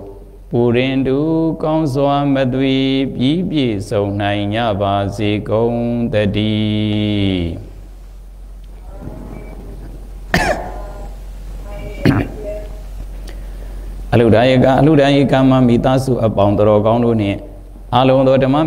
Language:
Burmese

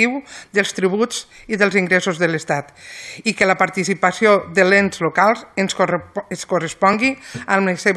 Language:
Catalan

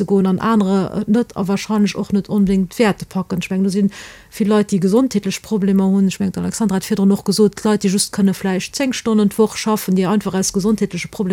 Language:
Luxembourgish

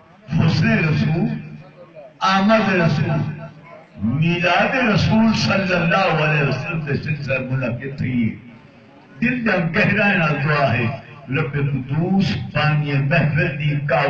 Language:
Saraiki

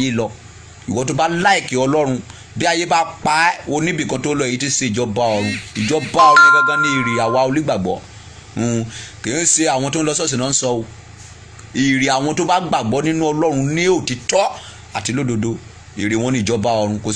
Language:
Yoruba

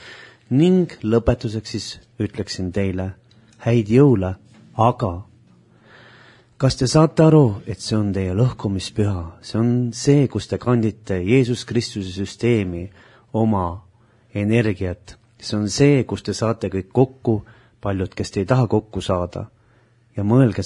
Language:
Estonian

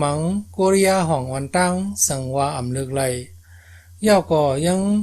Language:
Shan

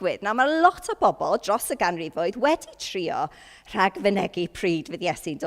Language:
Welsh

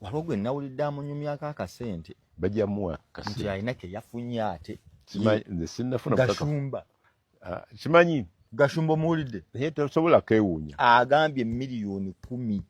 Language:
Ganda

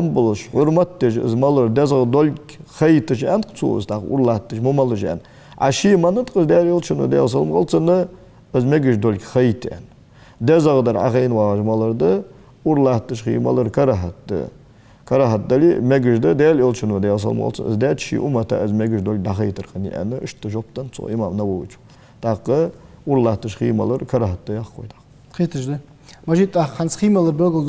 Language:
Ingush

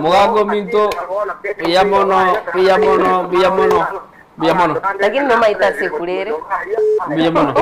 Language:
Gusii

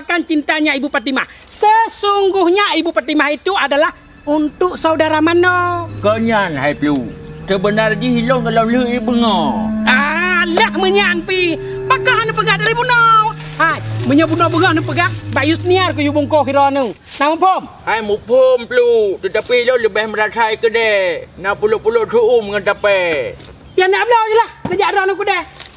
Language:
Achinese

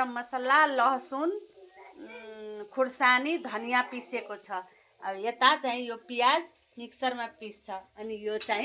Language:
Nepali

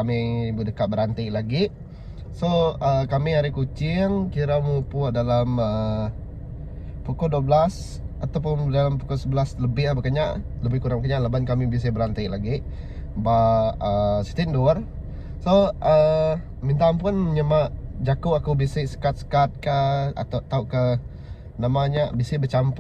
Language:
Iban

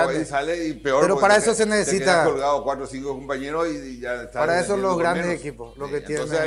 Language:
Spanish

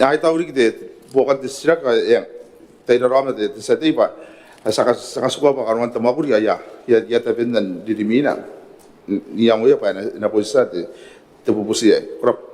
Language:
Gilbertese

